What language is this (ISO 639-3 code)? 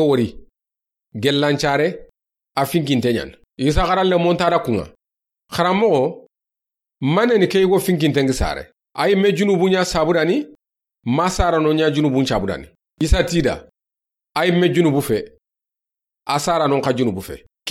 snk